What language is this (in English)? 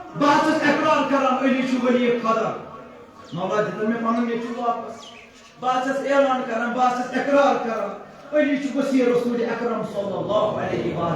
Kashmiri